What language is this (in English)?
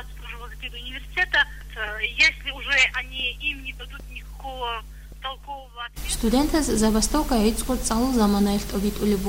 Avaric